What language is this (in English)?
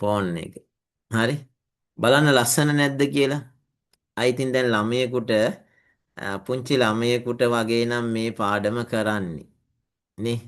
Sinhala